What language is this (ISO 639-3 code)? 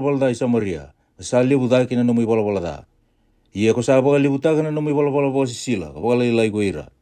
fij